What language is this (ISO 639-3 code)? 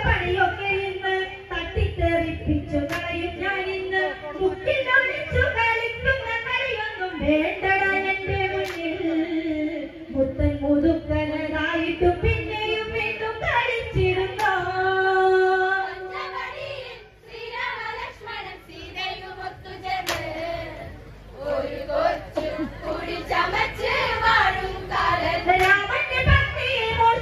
mal